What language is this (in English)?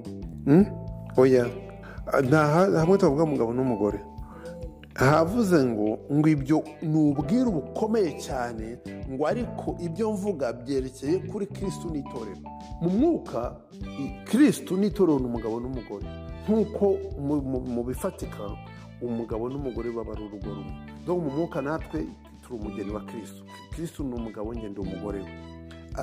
Kinyarwanda